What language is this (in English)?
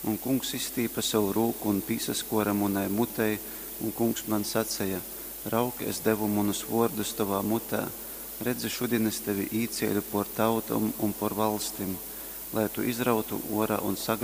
Latgalian